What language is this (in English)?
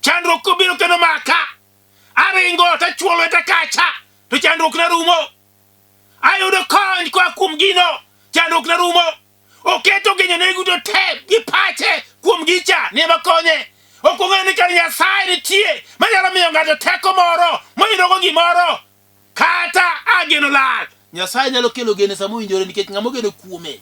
Luo (Kenya and Tanzania)